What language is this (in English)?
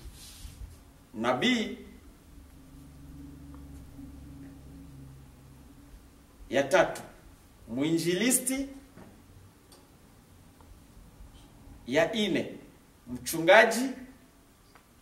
Swahili